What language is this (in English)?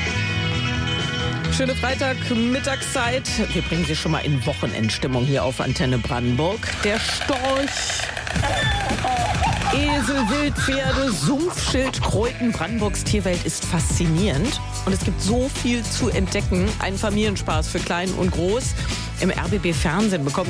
German